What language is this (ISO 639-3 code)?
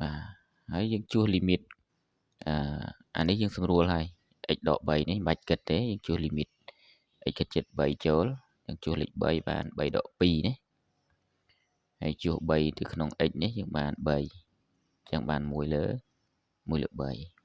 khm